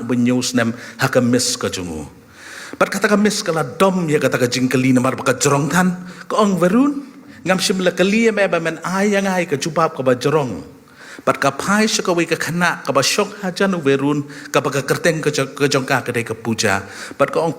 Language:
Khasi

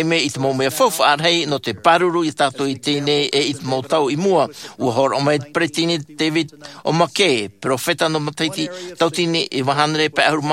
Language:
Tahitian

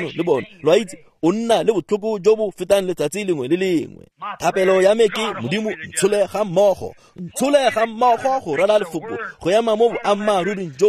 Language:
Tswana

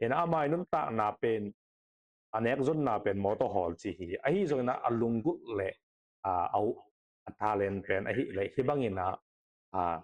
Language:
Tedim Chin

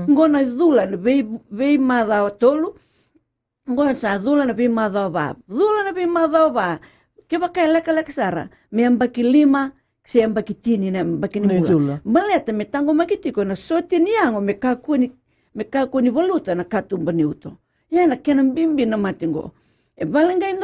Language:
Fijian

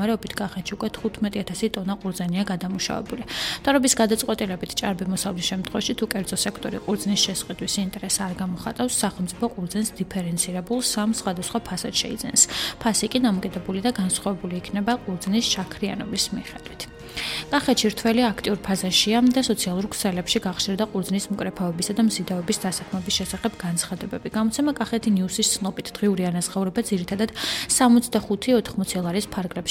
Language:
Georgian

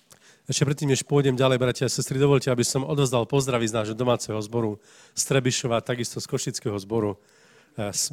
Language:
Slovak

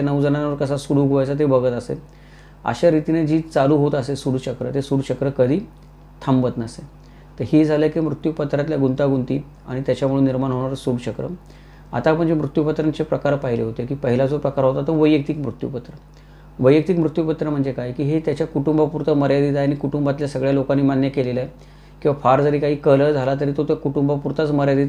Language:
Marathi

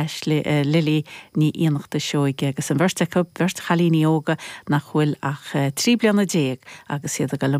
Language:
Irish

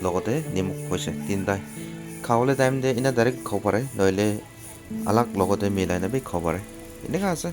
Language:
Naga Pidgin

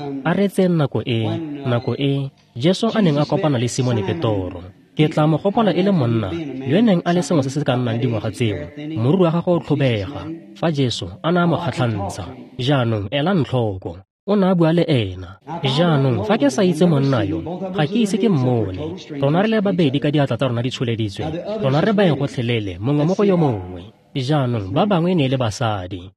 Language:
Tswana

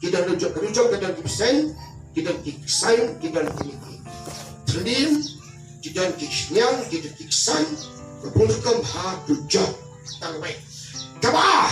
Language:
Khasi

